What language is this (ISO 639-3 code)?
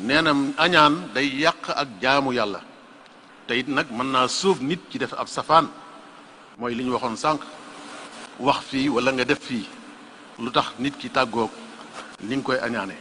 wol